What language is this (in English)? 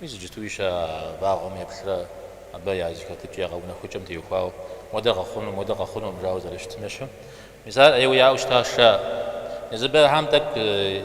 Kabardian